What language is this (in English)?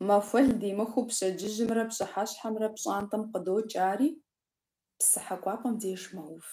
Kabardian